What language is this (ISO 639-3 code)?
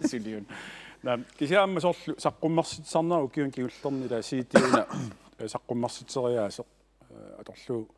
kal